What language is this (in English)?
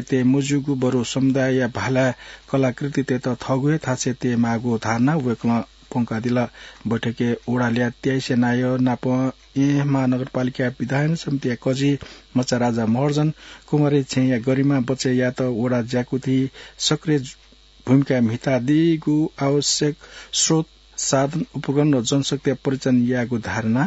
Newari